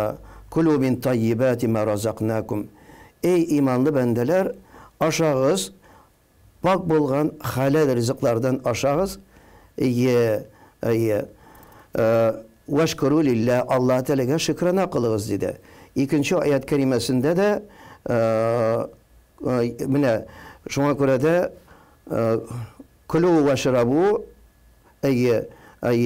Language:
Tatar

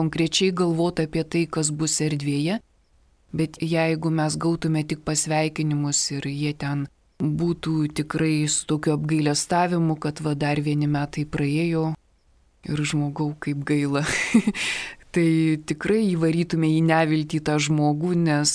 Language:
Lithuanian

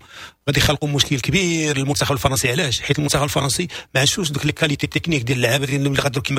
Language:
Moroccan Arabic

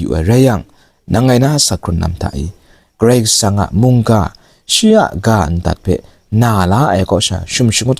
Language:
Kachin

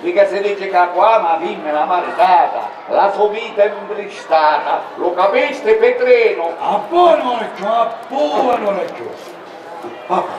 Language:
Sicilian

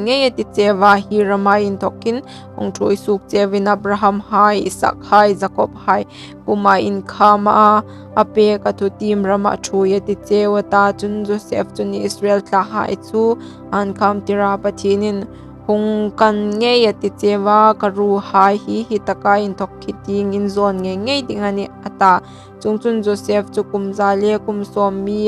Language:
Hmar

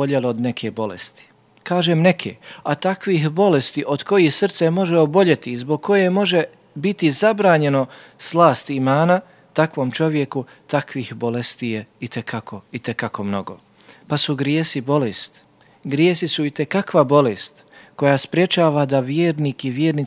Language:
Bosnian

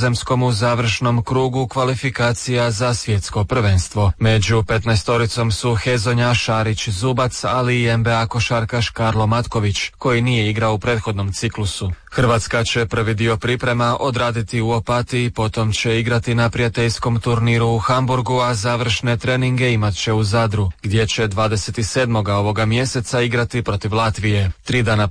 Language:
Croatian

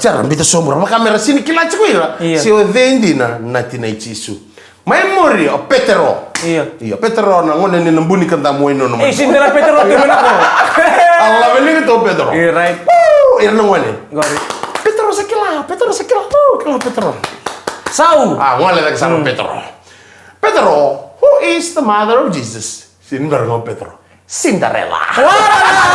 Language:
Fijian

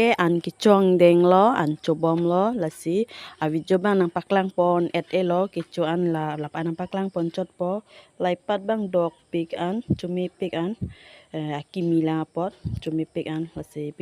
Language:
Karbi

